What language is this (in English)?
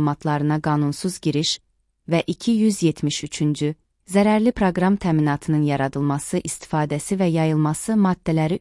Azerbaijani